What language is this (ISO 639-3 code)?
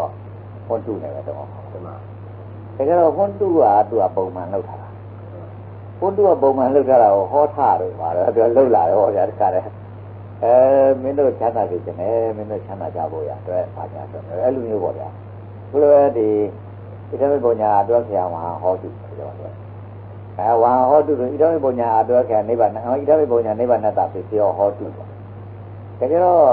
mya